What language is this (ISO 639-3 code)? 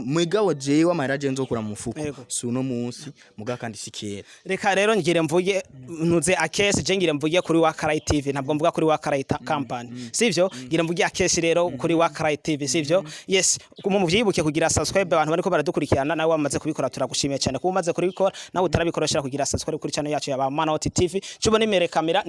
run